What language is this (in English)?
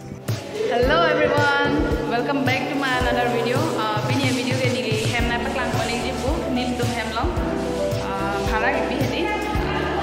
Karbi